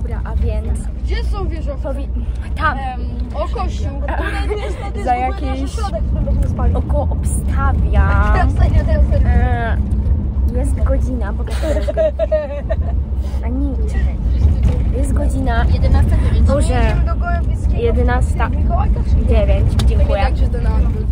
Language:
Polish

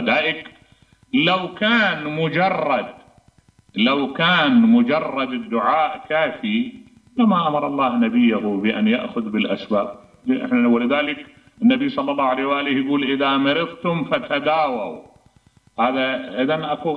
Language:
Mesopotamian Arabic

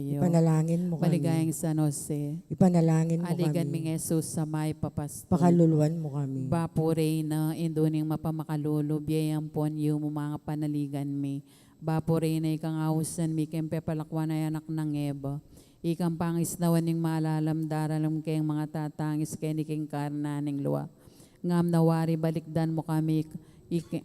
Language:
Pampanga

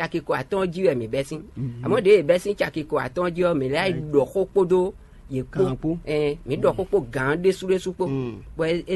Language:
Fon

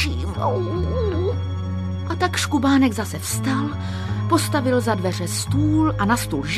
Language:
Czech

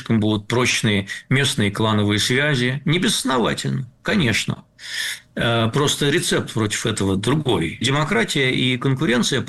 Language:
Russian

